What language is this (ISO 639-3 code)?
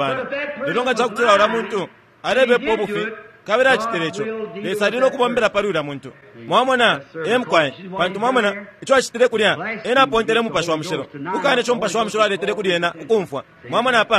bem